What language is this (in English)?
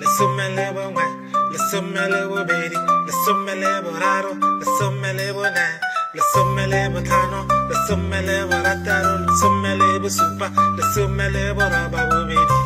Tswana